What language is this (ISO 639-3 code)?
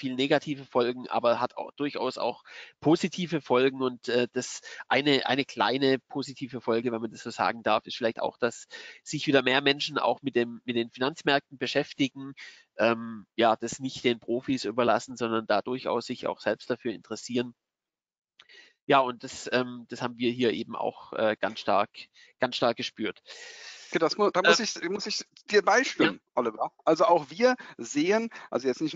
deu